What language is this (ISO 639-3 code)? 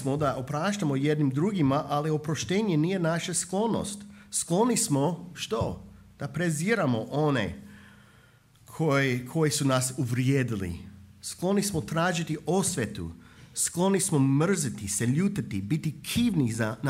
hrv